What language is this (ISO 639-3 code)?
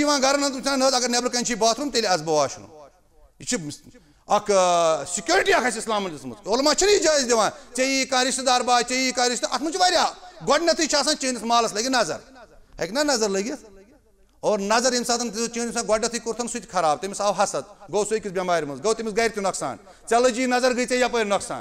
kas